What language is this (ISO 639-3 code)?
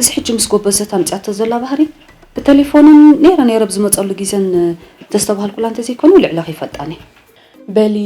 tir